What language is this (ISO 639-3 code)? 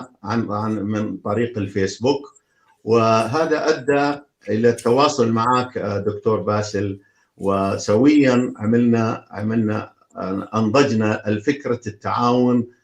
apc